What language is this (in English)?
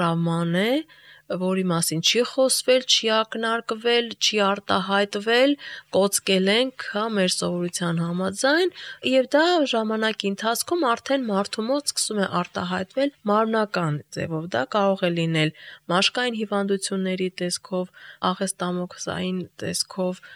Armenian